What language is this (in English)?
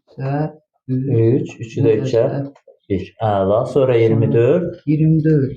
Azerbaijani